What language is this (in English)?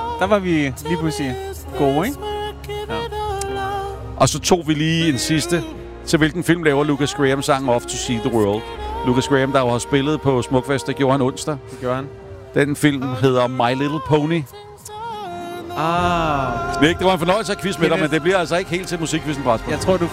Danish